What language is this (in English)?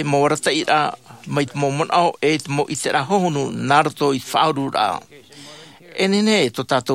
Tahitian